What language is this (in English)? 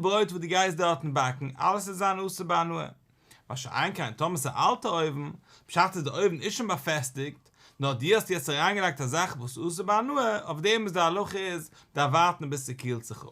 Yiddish